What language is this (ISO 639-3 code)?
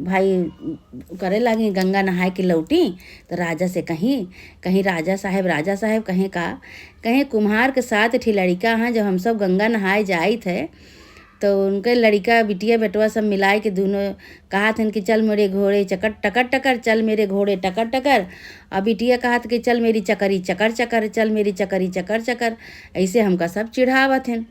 awa